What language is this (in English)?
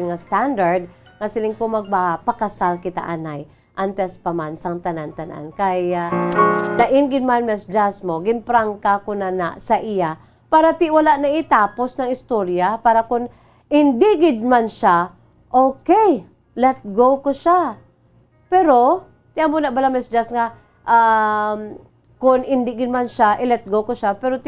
Hiligaynon